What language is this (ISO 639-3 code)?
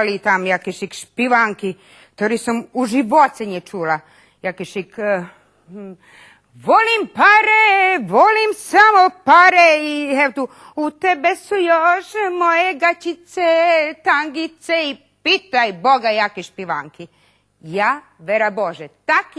rue